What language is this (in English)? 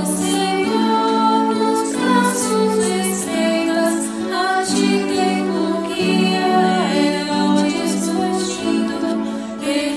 Portuguese